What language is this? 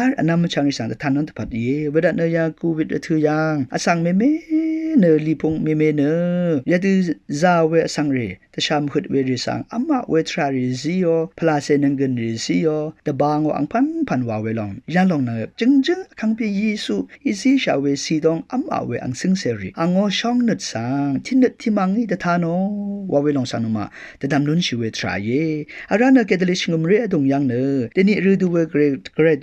Rawang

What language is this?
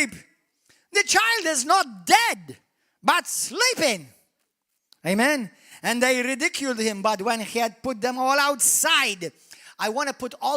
English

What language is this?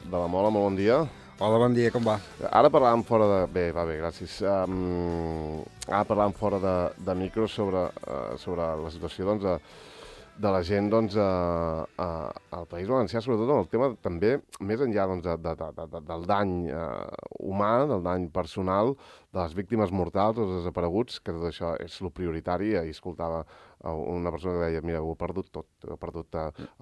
Catalan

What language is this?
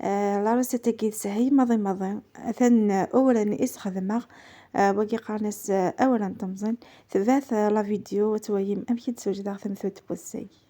Kabyle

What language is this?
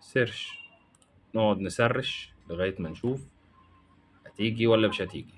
Egyptian Arabic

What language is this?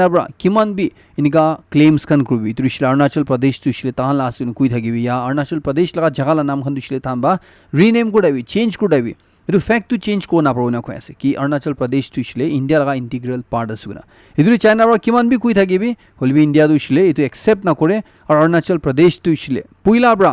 Naga Pidgin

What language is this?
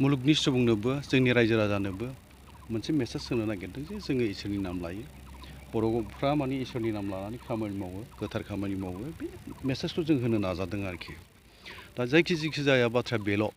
Bodo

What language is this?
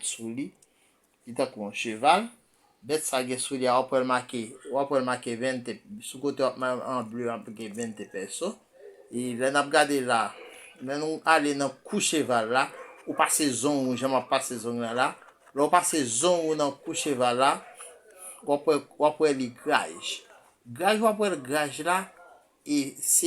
Haitian Creole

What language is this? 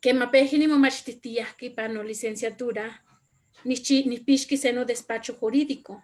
Eastern Huasteca Nahuatl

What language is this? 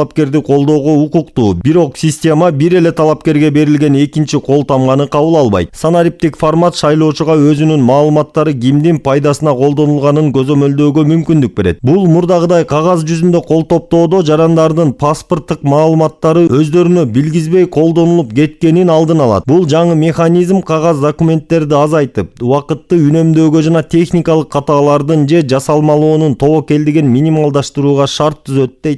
Kyrgyz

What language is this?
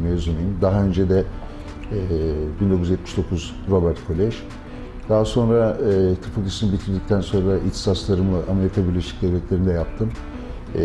Turkish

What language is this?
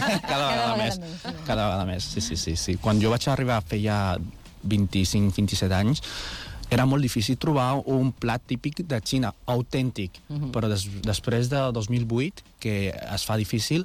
Catalan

